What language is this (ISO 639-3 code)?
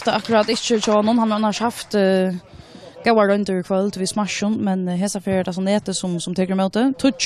fao